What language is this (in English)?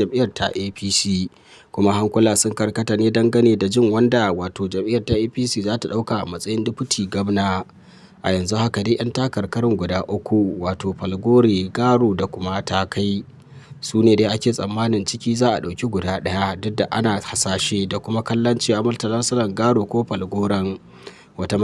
Hausa